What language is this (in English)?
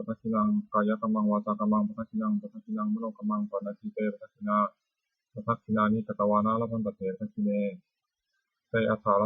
Pali